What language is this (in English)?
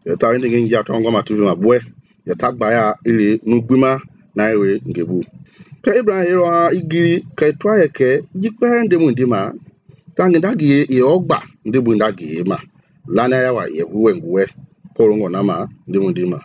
Mende